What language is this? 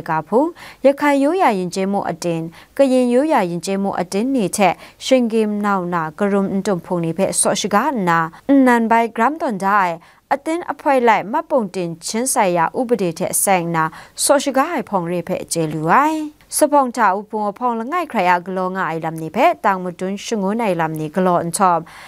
Kachin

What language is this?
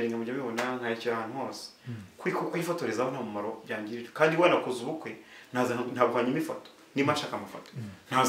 Kinyarwanda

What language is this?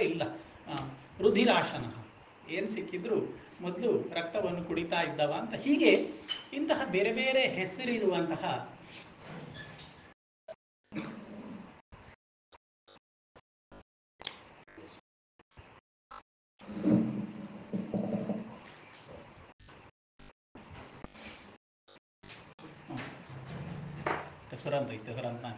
Kannada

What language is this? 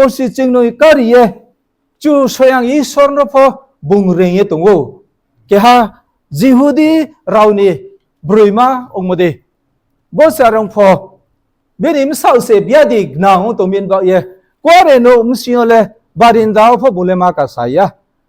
Riang (India)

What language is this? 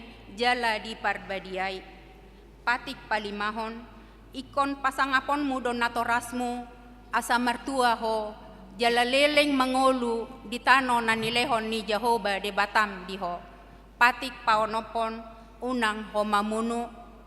Batak Toba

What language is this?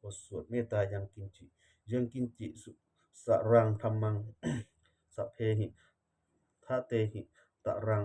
Pali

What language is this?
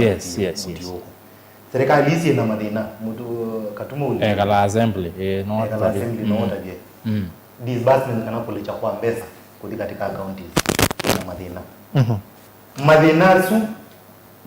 Kamba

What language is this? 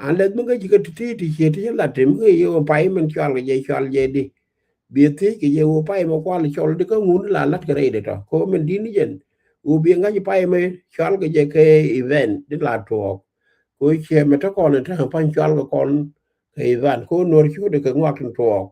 Nuer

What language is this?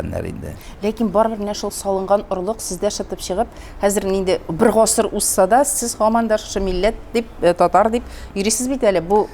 Tatar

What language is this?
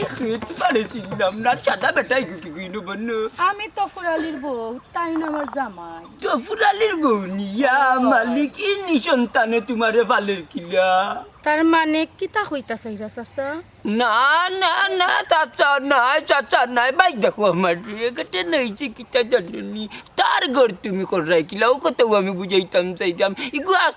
Sylheti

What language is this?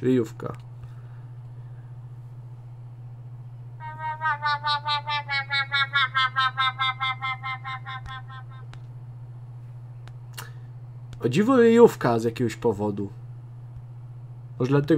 Polish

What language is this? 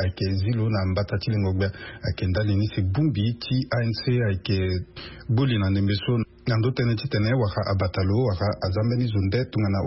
Sango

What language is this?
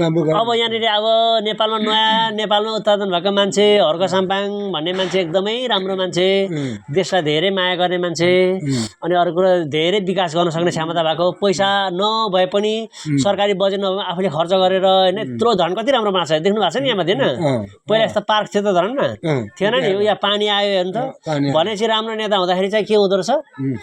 Nepali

